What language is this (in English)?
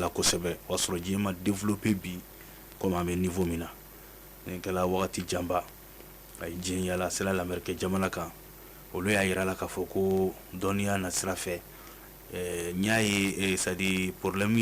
Bambara